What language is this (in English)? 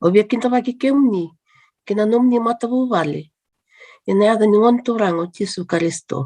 Fijian